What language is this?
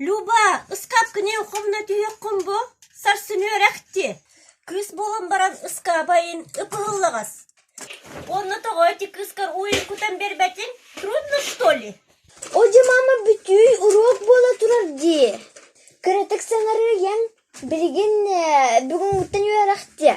Yakut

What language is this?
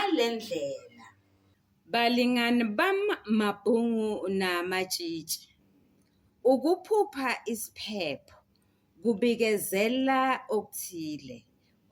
Zulu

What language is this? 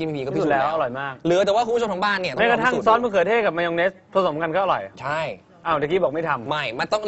Thai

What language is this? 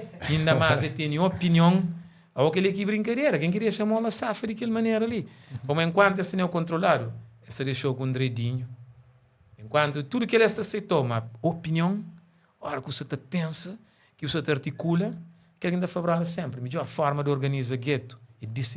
Kabuverdianu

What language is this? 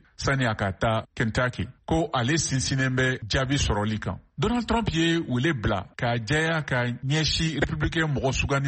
Bambara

